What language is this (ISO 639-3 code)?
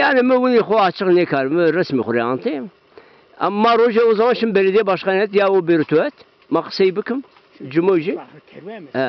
zza